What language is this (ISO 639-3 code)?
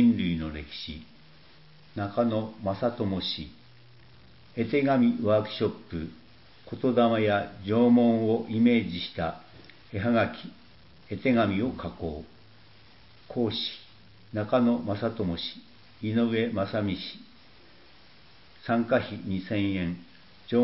jpn